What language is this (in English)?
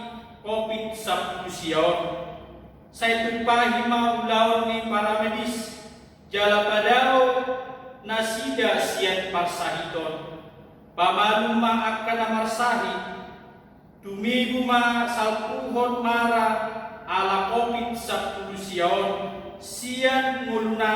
Batak Toba